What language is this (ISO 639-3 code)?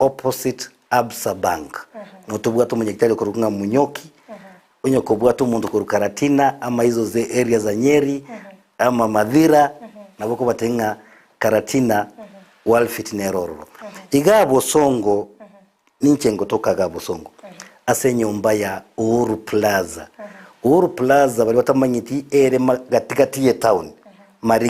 guz